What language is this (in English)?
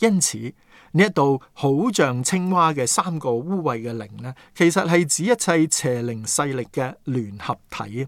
Cantonese